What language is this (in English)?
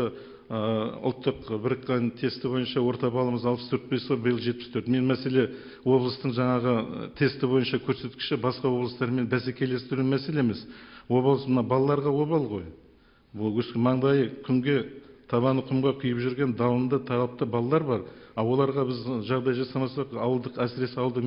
Kazakh